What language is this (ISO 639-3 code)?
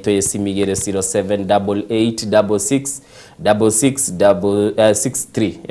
guz